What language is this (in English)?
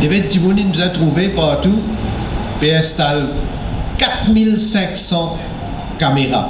Morisyen